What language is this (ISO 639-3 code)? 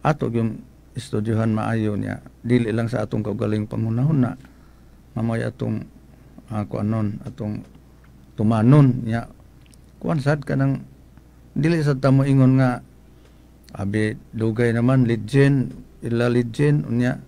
ceb